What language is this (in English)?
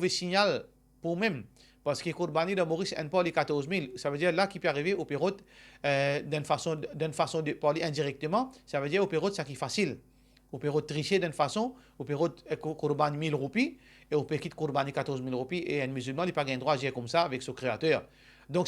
Morisyen